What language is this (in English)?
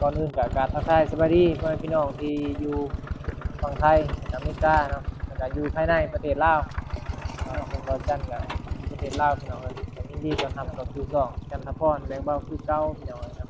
Northeastern Thai